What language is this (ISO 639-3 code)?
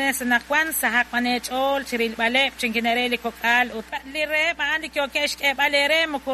kek